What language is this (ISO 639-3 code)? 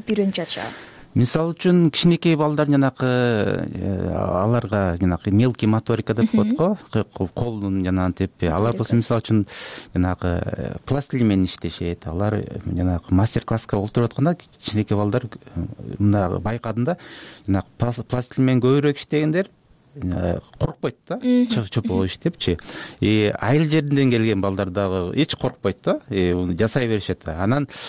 kir